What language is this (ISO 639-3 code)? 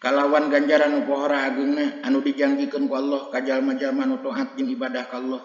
sun